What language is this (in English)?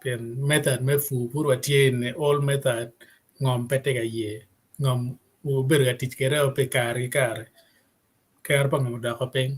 Acoli